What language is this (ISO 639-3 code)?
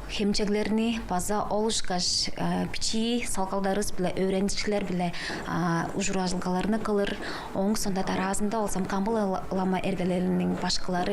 tyv